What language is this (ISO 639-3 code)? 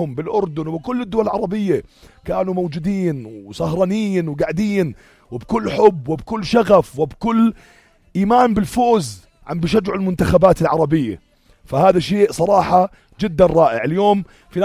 apc